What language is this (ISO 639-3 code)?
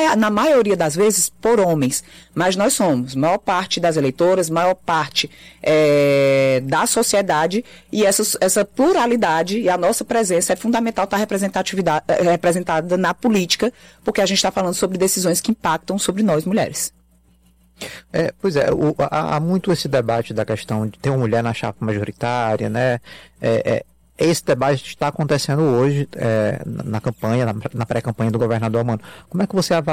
por